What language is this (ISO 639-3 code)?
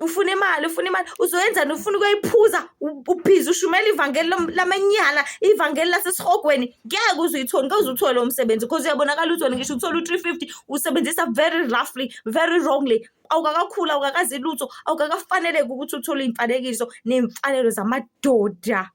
zul